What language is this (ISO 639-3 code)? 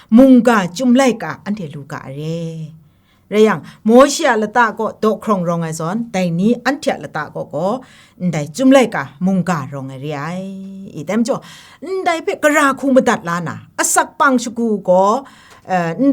kac